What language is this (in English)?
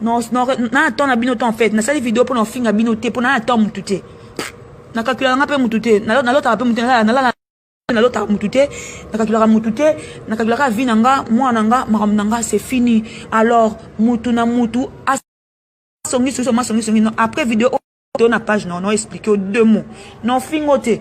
Lingala